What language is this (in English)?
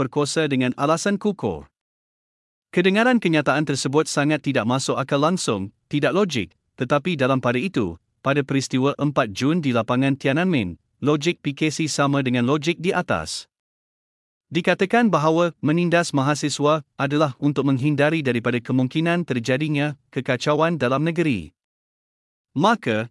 Malay